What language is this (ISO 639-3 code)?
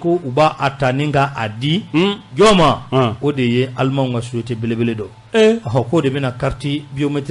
bam